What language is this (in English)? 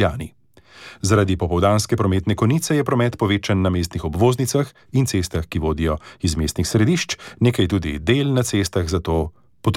Slovenian